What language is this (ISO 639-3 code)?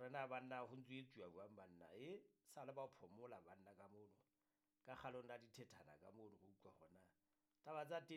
sot